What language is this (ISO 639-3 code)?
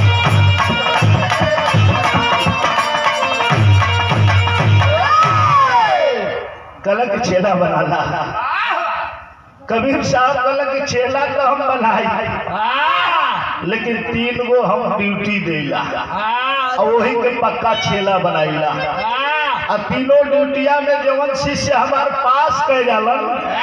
bho